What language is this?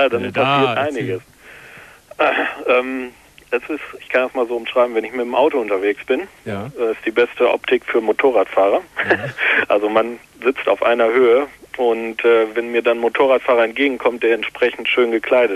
German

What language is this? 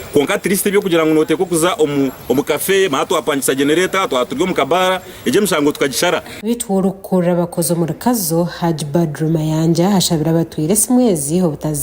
Nyankole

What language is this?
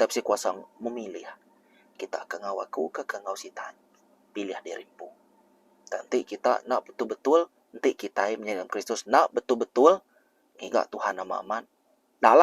Iban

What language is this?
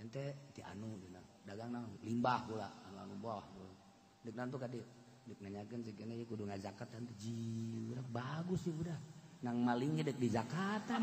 Sundanese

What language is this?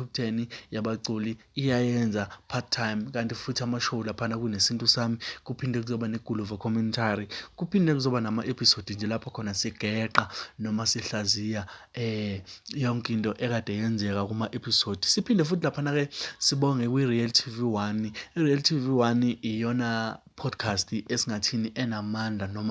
Zulu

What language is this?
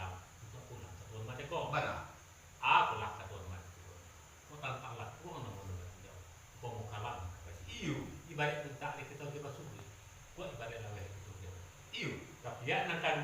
Minangkabau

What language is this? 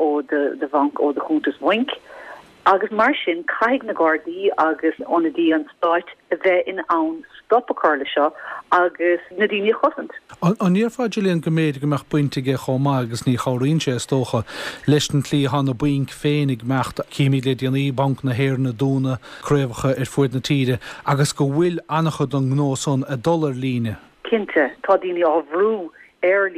Irish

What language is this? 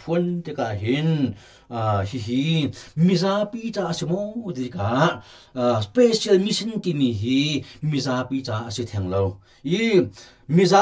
Hakha Chin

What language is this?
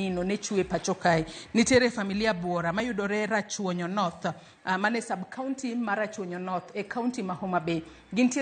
Luo (Kenya and Tanzania)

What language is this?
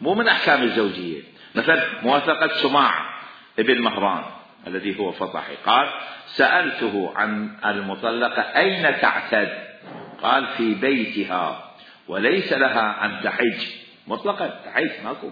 Mesopotamian Arabic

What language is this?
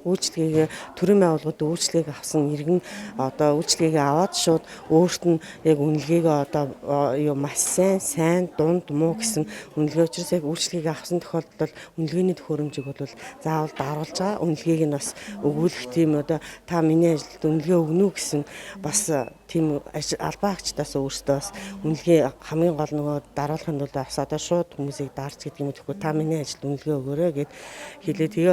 Mongolian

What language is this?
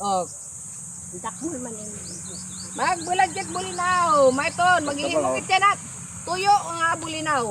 Waray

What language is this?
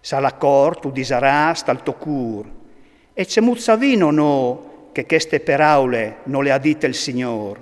Friulian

